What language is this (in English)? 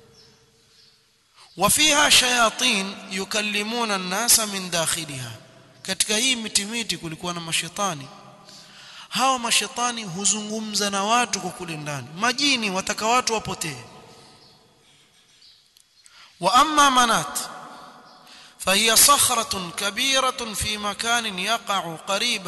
Swahili